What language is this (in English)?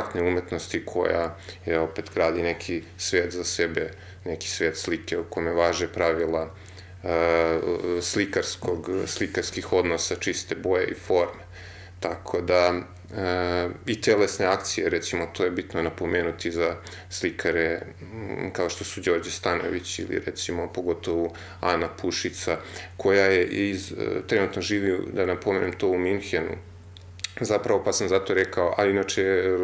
Serbian